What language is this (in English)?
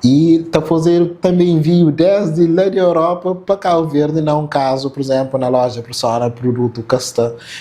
Kabuverdianu